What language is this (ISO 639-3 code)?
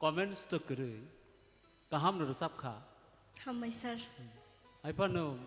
trp